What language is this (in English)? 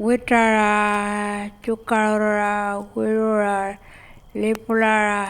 Pitjantjatjara